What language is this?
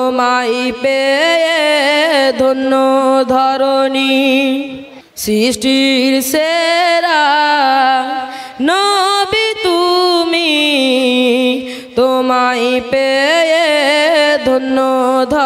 Bangla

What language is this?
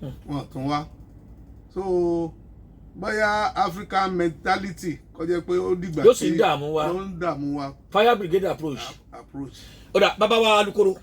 Yoruba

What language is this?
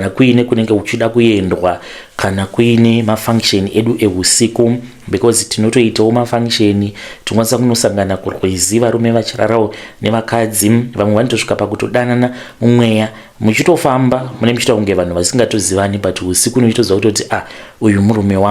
Shona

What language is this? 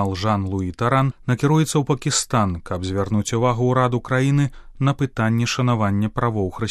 Belarusian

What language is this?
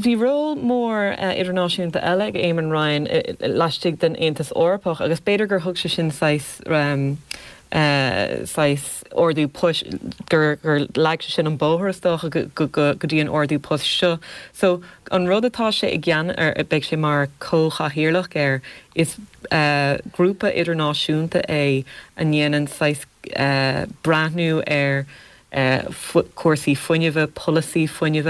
Irish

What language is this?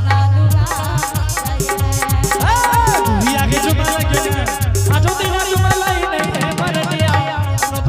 Angika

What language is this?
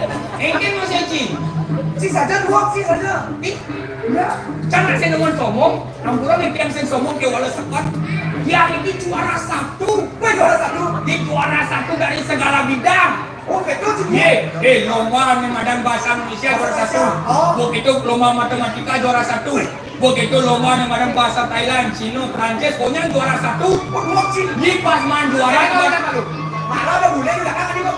Balinese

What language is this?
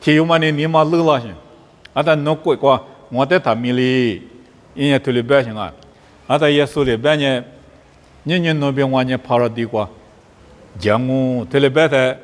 Lisu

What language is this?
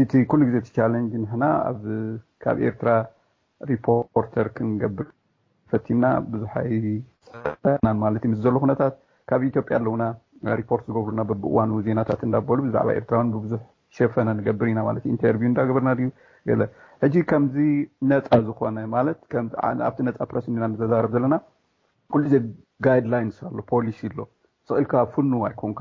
Tigrinya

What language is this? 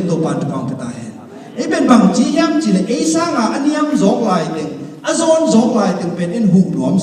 Tedim Chin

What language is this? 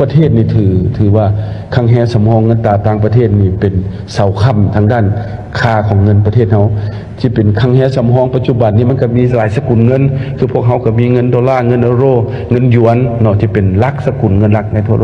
Lao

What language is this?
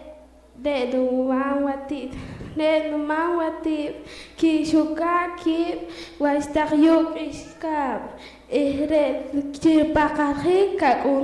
Poqomchi'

